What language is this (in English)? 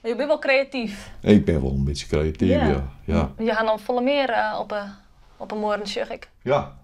Western Frisian